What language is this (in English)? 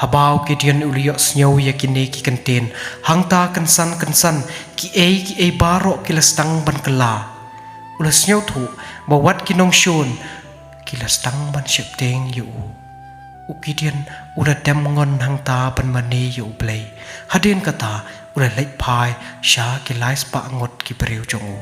Khasi